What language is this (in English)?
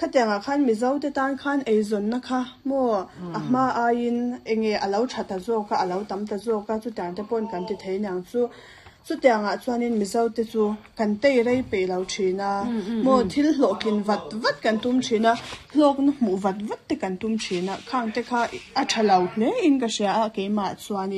Mizo